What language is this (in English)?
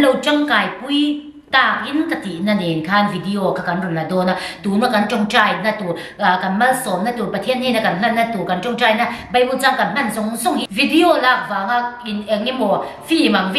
Mizo